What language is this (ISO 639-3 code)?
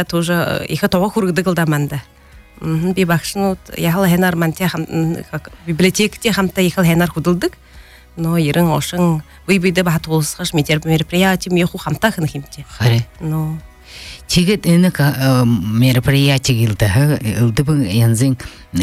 bua